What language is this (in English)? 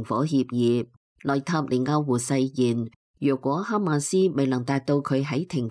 Cantonese